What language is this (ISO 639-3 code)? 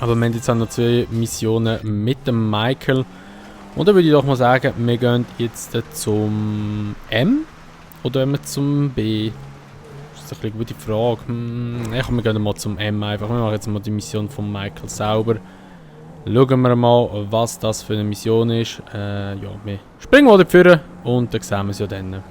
gsw